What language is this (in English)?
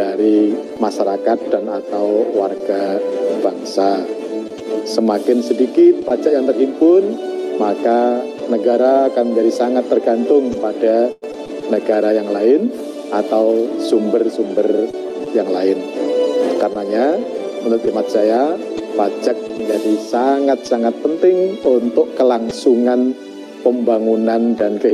Indonesian